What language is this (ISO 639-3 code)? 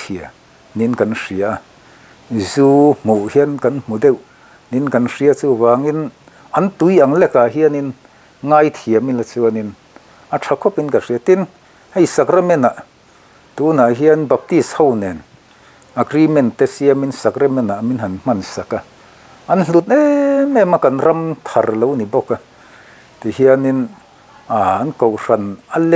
lus